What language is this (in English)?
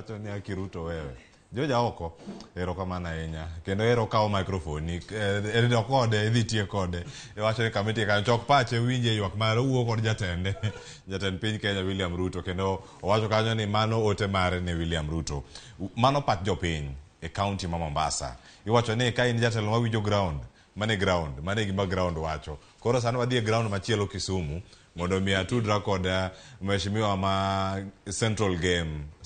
Luo (Kenya and Tanzania)